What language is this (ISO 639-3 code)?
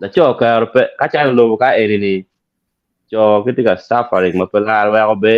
ach